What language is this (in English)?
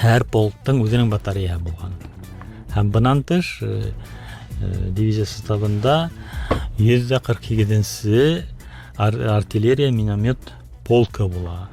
Bashkir